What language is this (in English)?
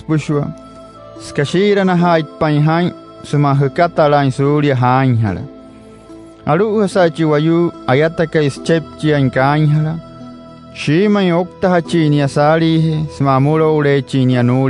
Wayuu